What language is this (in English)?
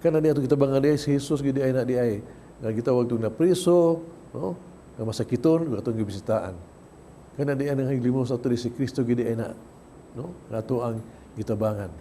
Cebuano